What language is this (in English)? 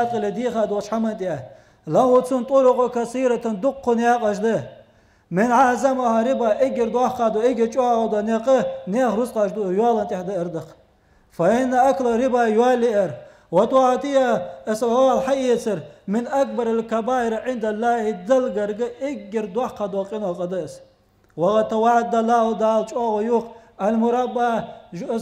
Ingush